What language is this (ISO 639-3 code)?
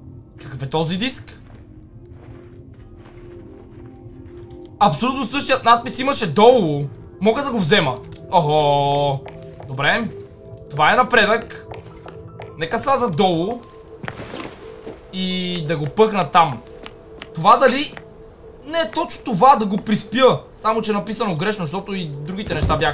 bul